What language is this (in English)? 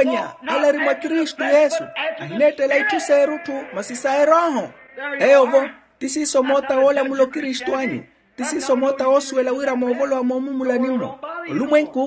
Makhuwa